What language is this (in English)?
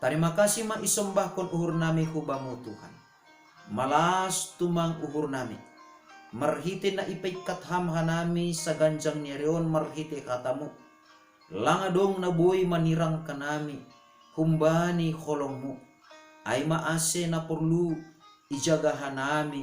Batak Simalungun